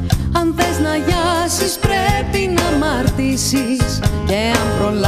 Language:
Greek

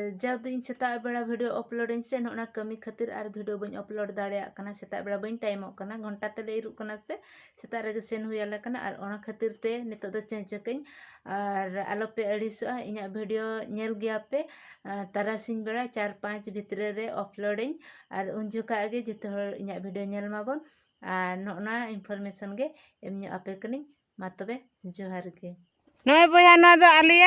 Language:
Santali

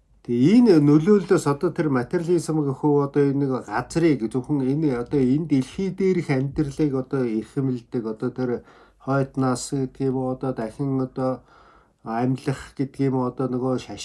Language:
Mongolian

